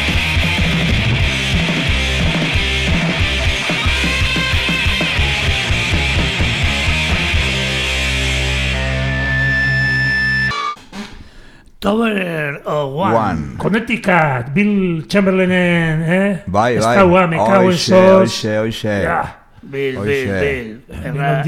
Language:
Basque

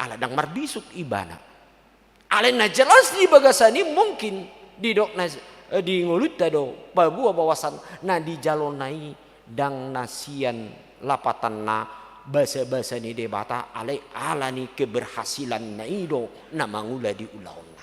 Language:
Batak Toba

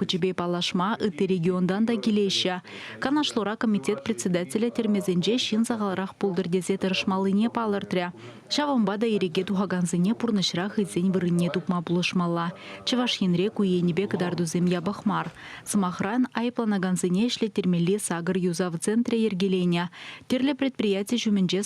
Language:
Chuvash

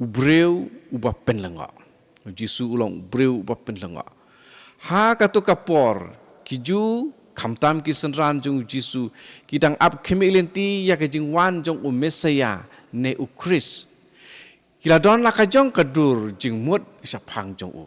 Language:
Khasi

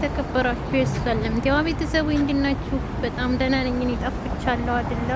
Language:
Amharic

